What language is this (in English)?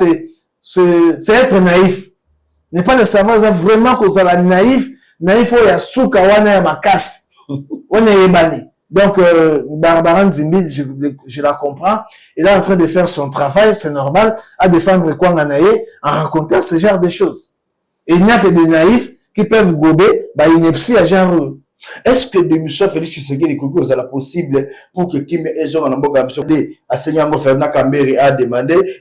Lingala